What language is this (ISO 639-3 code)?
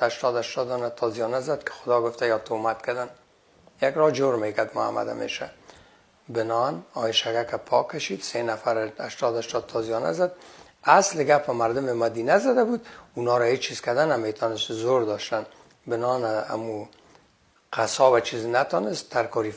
fas